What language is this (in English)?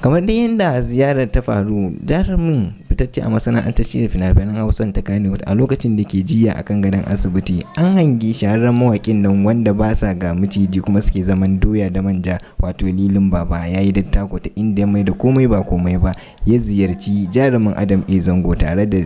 Hausa